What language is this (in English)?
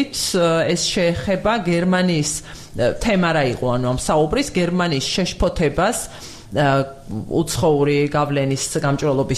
Georgian